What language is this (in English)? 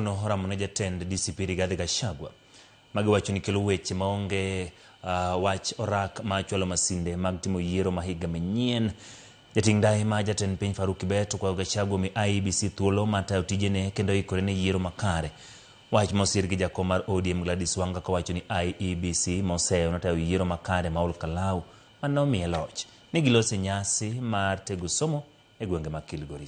Luo (Kenya and Tanzania)